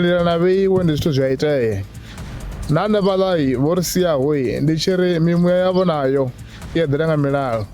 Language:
Venda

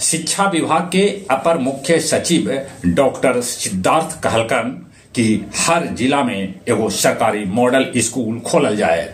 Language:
Magahi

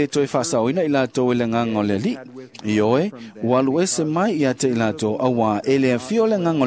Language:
Samoan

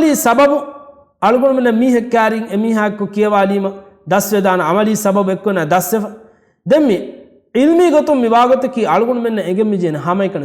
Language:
Divehi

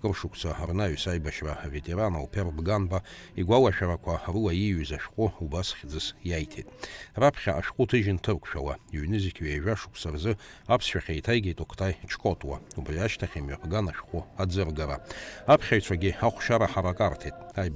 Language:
Abkhazian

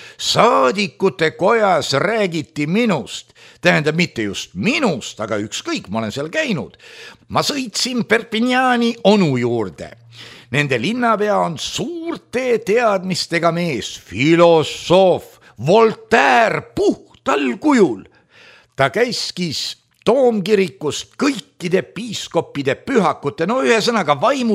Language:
Estonian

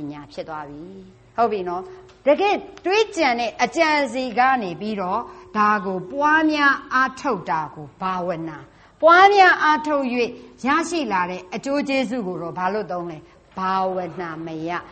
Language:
Burmese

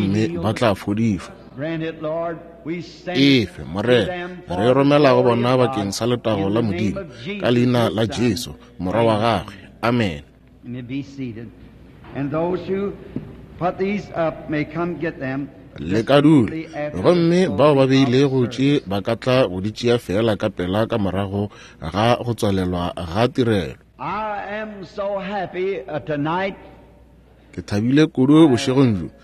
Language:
Northern Sotho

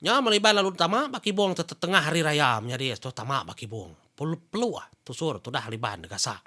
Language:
Iban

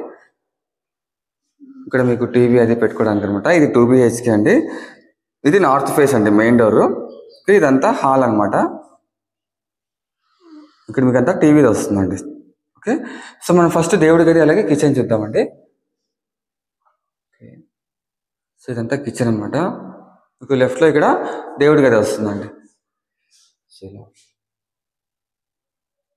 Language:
Telugu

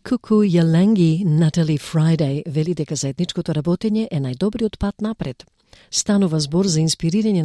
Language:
Macedonian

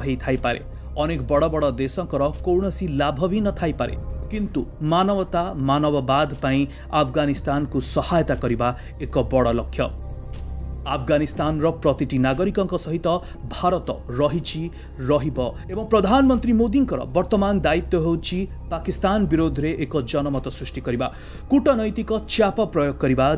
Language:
Odia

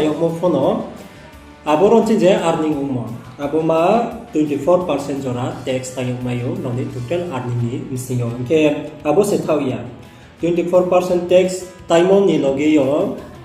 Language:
Riang (India)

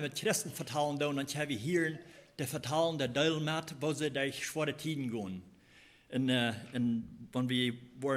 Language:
Plautdietsch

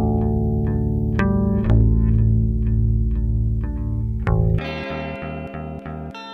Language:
Greek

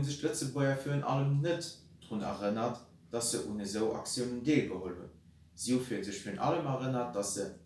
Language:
Luxembourgish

